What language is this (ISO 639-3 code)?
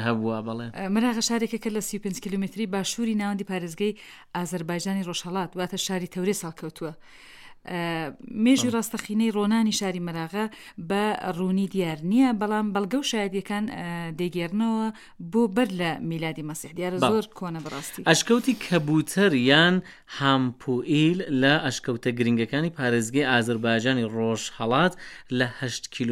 ckb